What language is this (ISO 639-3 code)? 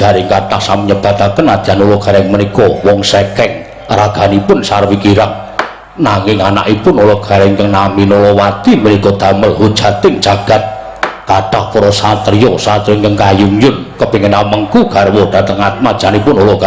jav